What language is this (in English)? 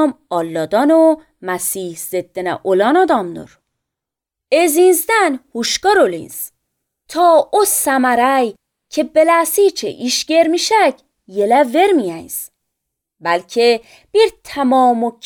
Azerbaijani